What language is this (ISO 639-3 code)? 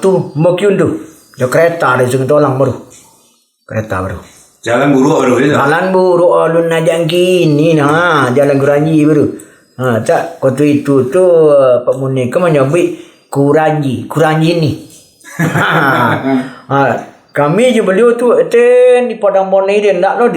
min